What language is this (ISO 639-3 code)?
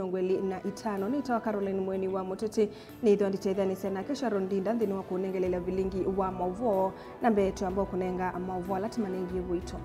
kam